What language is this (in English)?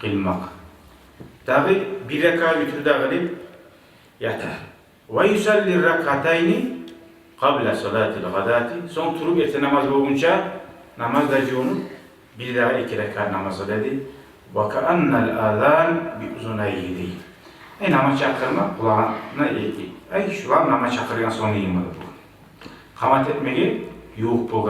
Kumyk